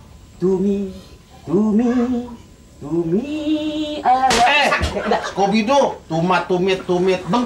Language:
Betawi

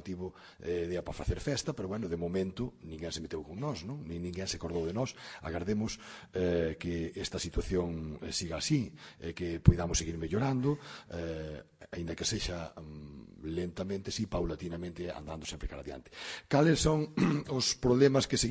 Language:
Galician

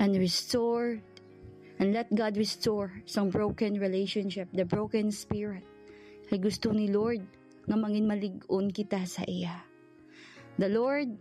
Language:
Hiligaynon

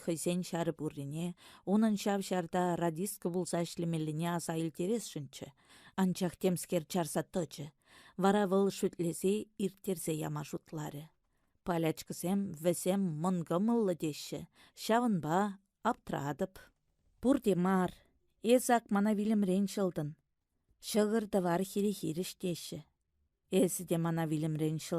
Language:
Chuvash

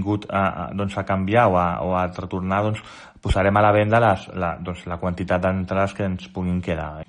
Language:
Catalan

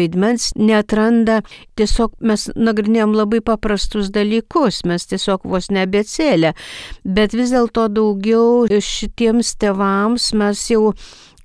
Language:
Lithuanian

